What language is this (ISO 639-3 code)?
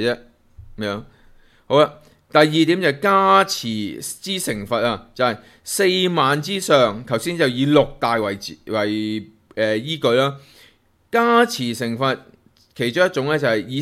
yue